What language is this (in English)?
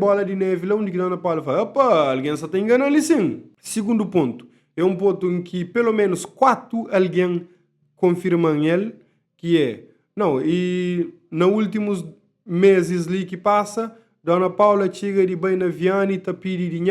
Kabuverdianu